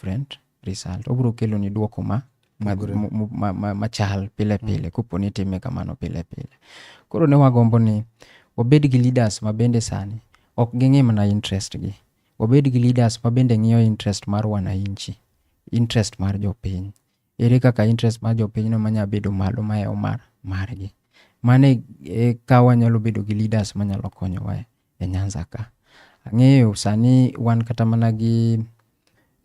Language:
Luo (Kenya and Tanzania)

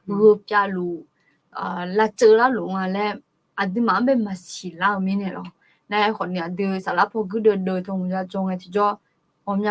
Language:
Akha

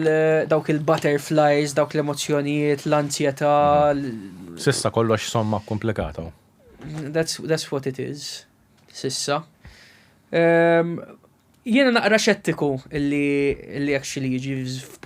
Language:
Maltese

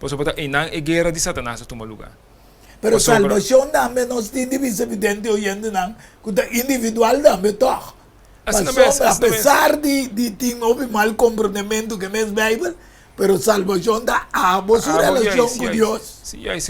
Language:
Papiamento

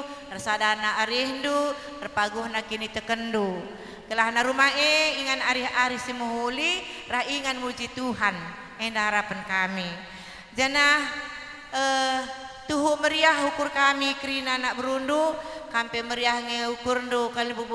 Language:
Batak Karo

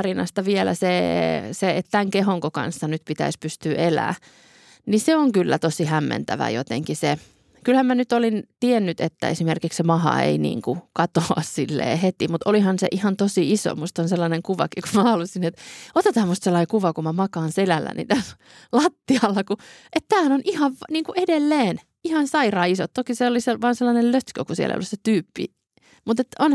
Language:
Finnish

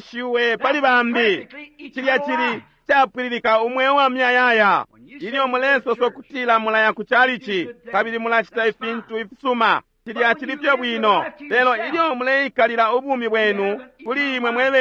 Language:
Bemba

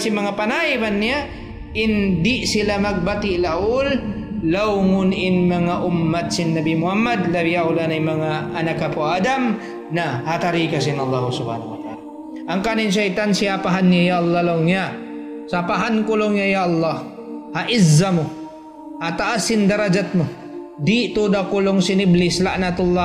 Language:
Tausug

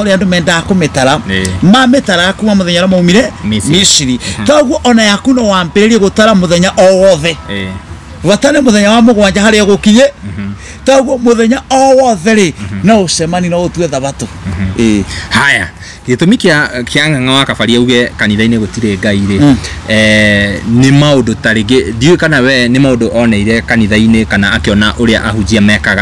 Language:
Kikuyu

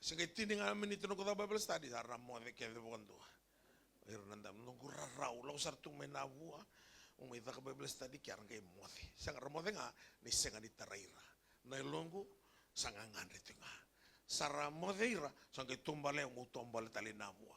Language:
Fijian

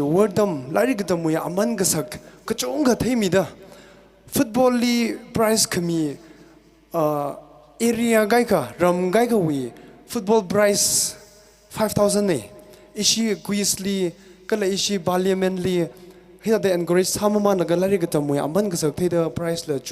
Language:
Tangkhul Naga (India)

